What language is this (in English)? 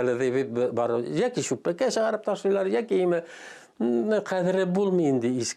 Tatar